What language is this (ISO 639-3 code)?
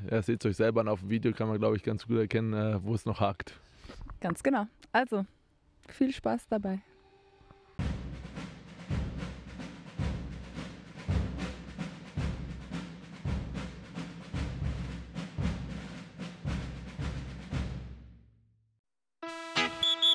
deu